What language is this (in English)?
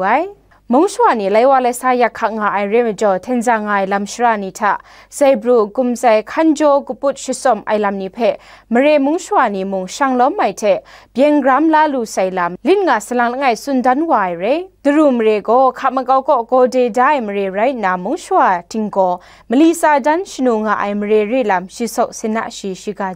Kachin